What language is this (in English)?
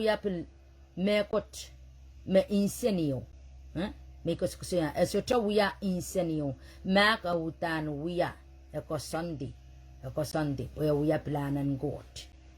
Pohnpeian